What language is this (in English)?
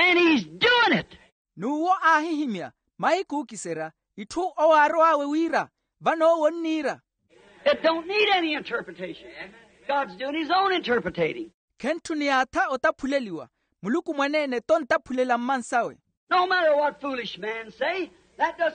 Makhuwa